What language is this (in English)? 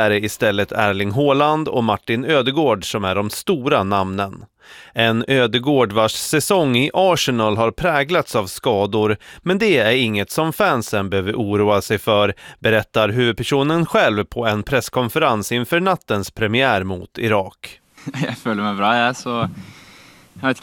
Swedish